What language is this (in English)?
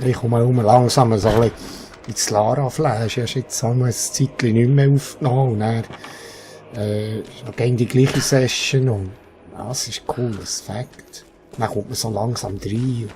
Swiss German